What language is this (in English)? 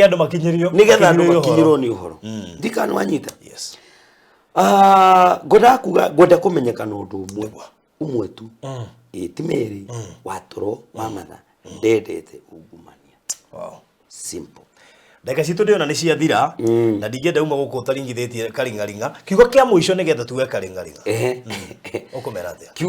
Kikuyu